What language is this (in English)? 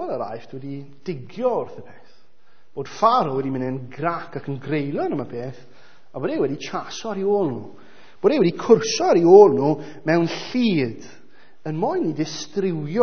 Welsh